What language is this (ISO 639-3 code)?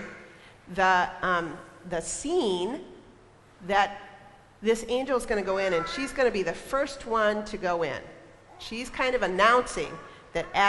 eng